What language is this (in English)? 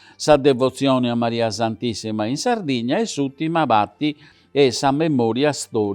Sardinian